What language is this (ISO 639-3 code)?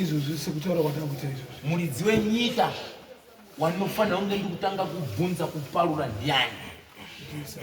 sna